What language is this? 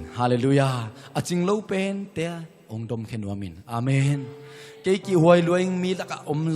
Tedim Chin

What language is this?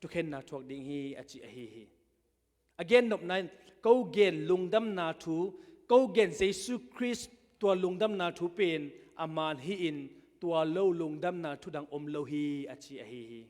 Tedim Chin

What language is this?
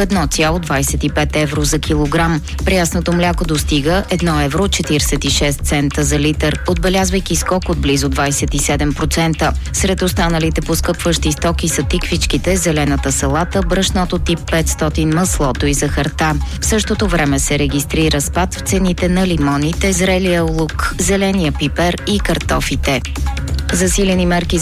Bulgarian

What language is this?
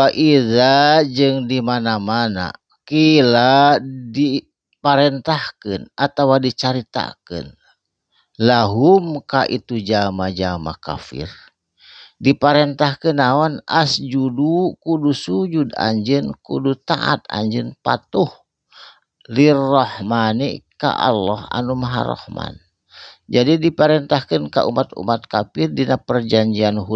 Sundanese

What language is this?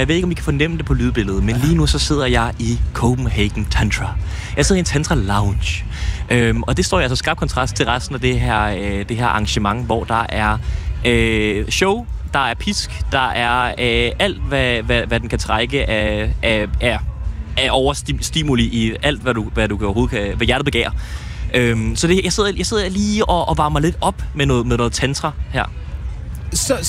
Danish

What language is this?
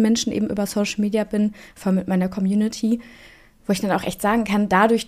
German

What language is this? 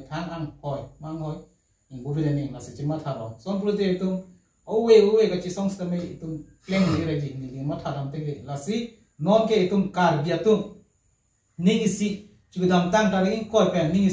Karbi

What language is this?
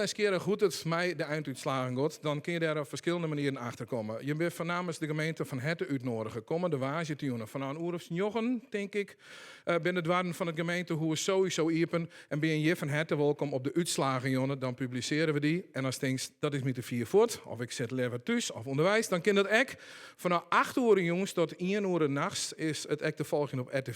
Western Frisian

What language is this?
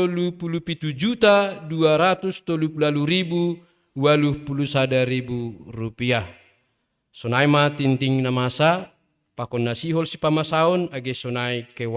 Batak Simalungun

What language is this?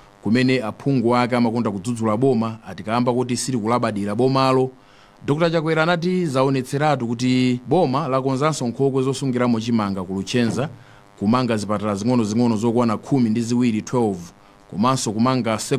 Nyanja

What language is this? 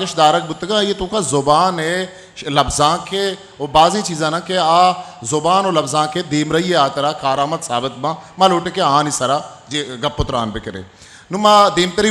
Eastern Balochi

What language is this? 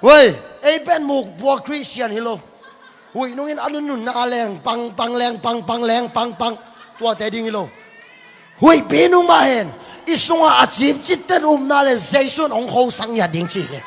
Tedim Chin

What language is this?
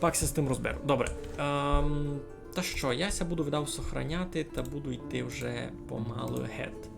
Rusyn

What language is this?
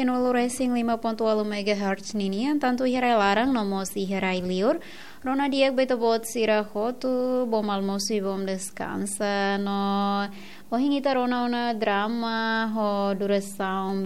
Tetum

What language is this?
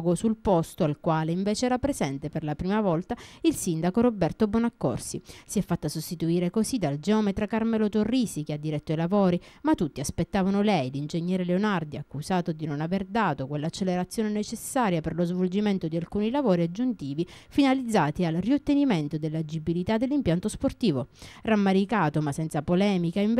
Italian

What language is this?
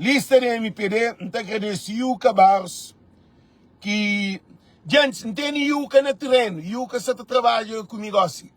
Kabuverdianu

